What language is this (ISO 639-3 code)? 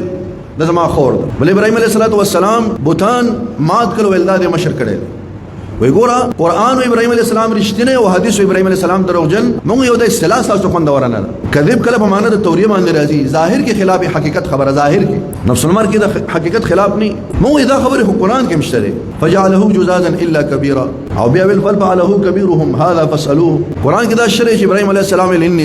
pus